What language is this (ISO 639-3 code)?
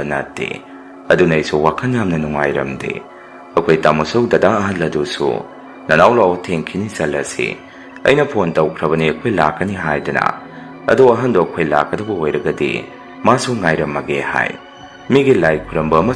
mni